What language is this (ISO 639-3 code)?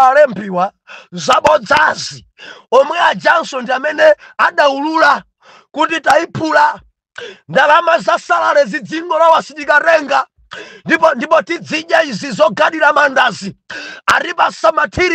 nya